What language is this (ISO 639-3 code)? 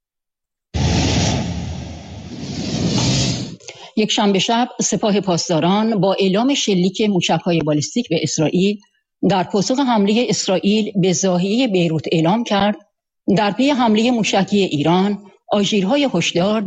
fas